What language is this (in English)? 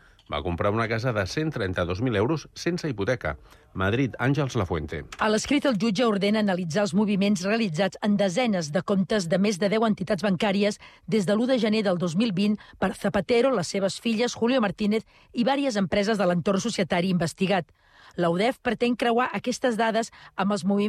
Catalan